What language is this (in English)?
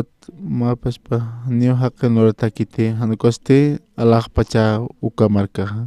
Aymara